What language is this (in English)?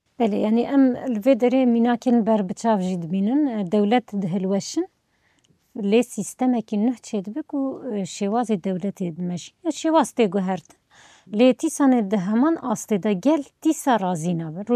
Kurdish